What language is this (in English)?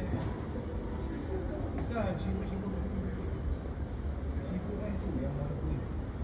Malay